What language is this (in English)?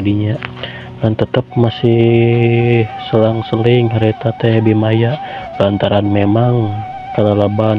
Sundanese